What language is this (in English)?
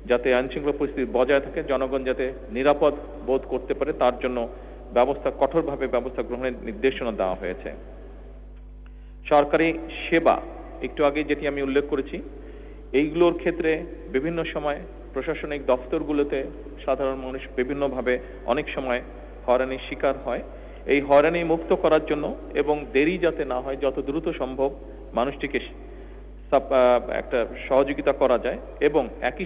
Bangla